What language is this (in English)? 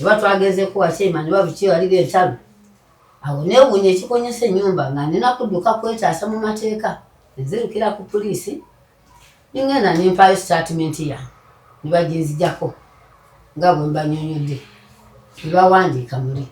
Ganda